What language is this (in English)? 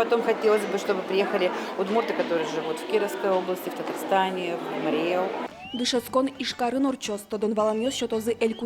Udmurt